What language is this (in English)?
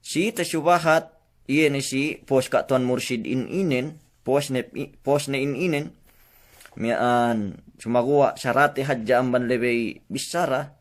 Yakan